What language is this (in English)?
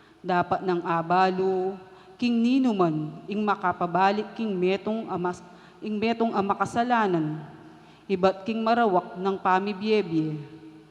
Pampanga